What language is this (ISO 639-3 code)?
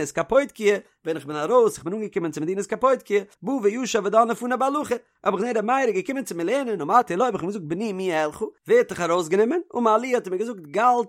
yid